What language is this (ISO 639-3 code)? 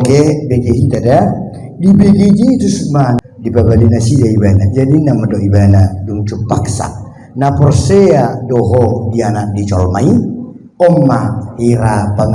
bbc